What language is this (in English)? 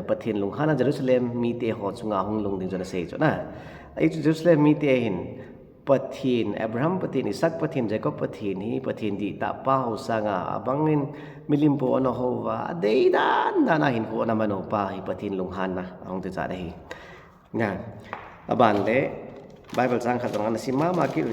Thado Chin